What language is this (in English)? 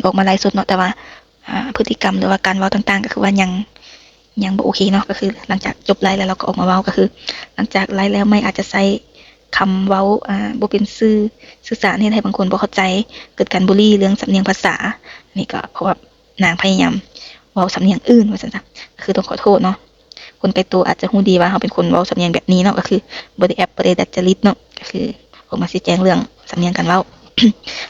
Lao